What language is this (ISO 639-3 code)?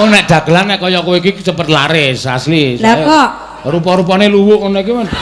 jav